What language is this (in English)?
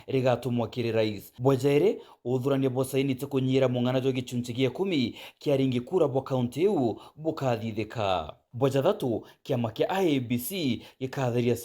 Meru